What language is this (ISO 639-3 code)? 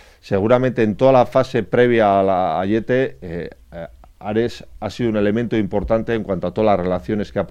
spa